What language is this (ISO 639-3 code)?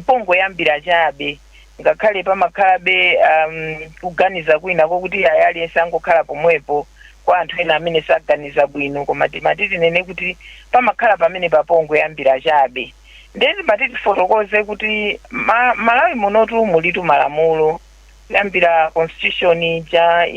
nya